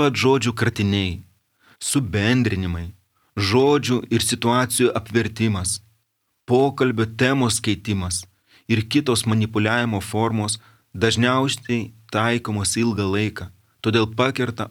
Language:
Lithuanian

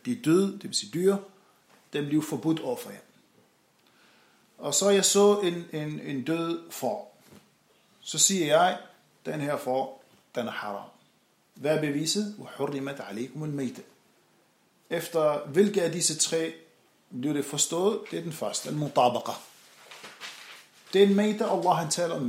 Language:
Danish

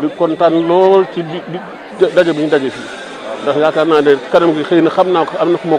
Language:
Wolof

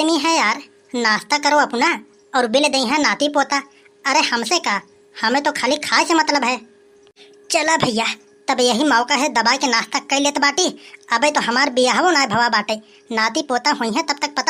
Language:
Awadhi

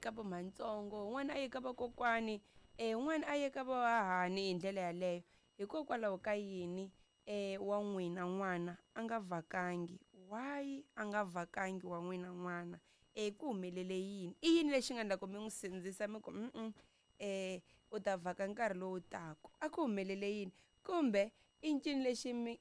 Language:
Tsonga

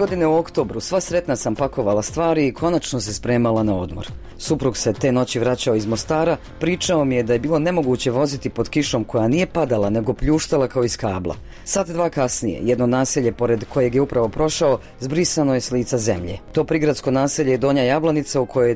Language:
Bosnian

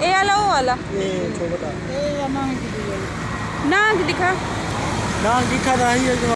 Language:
Saraiki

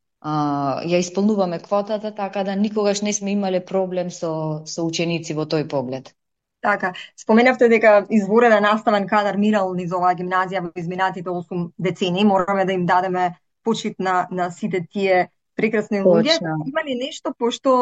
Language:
Macedonian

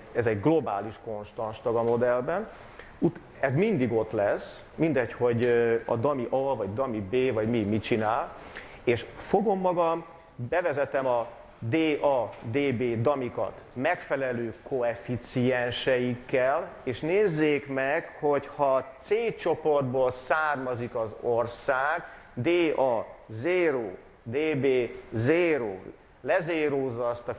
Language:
Hungarian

